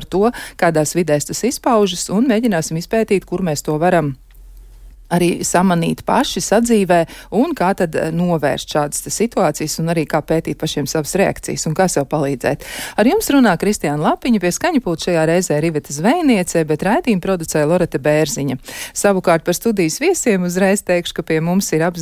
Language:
Latvian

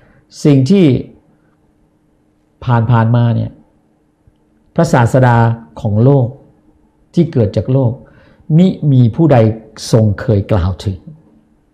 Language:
Thai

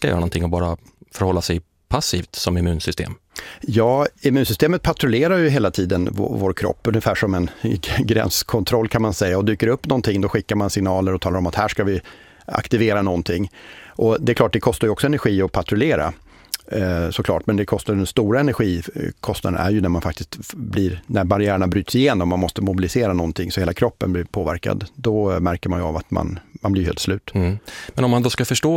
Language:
Swedish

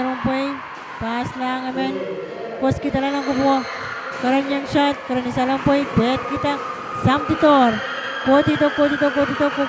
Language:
Pohnpeian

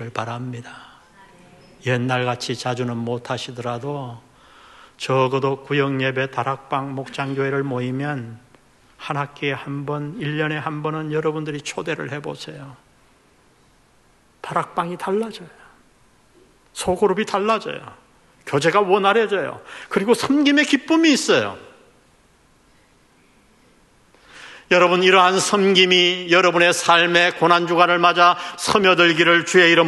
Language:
Korean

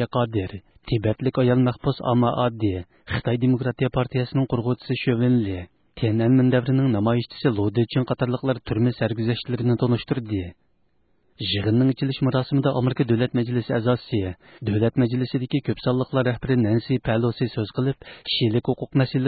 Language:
Uyghur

